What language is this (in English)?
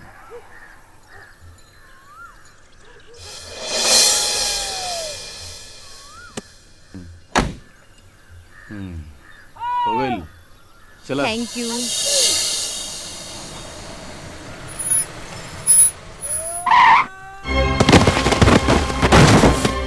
Bhojpuri